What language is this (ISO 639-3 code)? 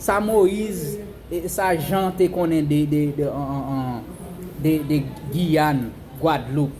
hat